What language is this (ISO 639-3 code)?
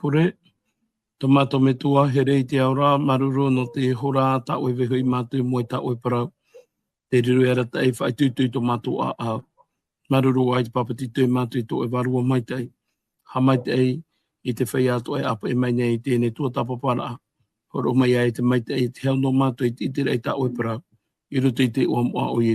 tah